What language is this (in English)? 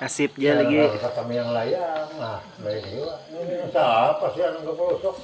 Banjar